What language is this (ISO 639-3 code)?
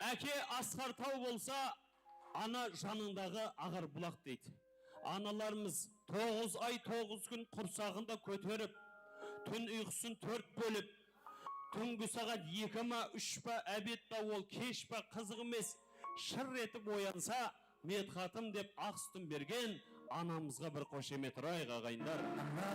kaa